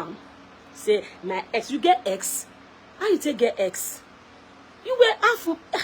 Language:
Nigerian Pidgin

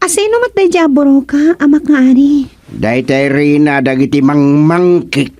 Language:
Iloko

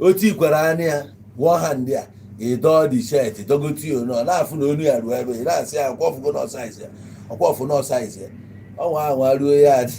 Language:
Igbo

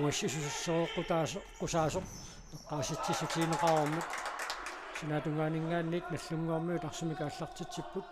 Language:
Kalaallisut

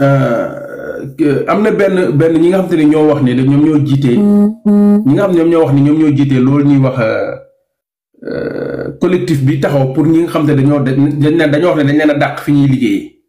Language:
Wolof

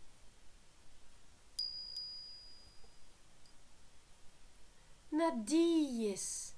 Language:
Breton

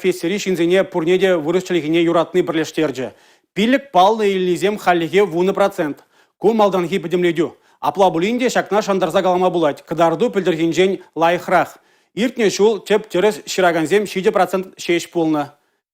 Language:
Chuvash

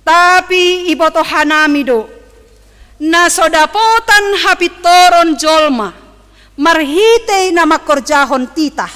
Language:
Batak Simalungun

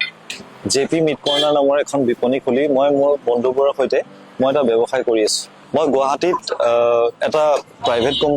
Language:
Assamese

